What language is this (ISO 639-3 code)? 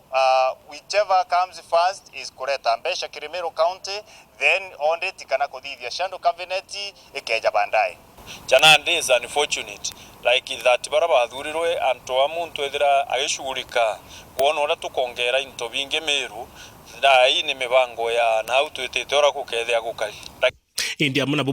mer